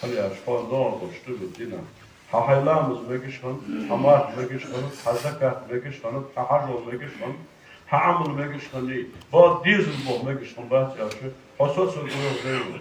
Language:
Ingush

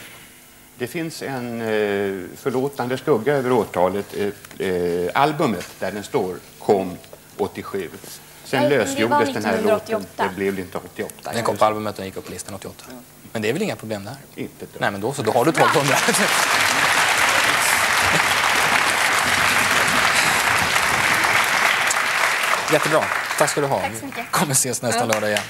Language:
Swedish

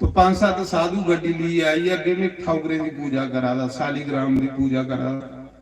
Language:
Dogri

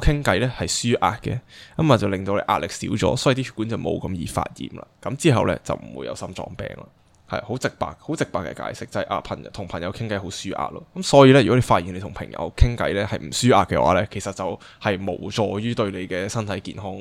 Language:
Cantonese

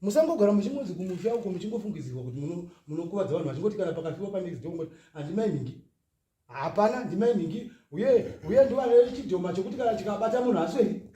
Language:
Shona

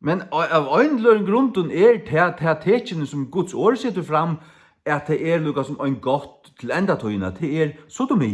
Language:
Faroese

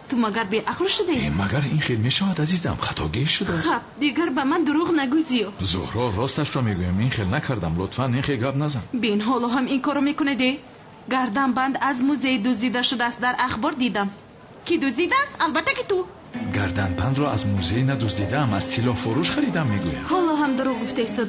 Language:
Tajik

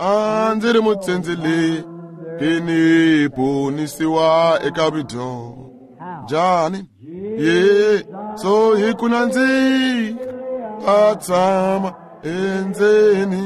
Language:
Tsonga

